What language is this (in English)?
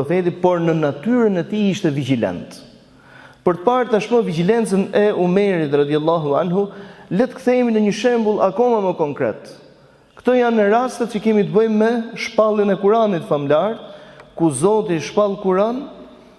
Albanian